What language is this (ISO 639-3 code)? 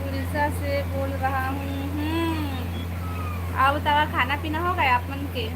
hne